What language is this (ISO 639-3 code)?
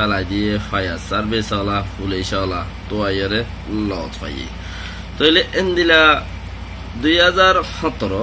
rhg